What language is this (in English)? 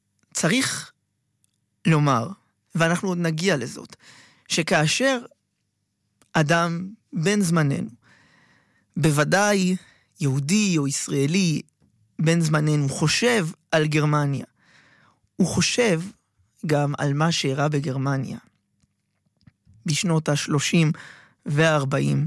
Hebrew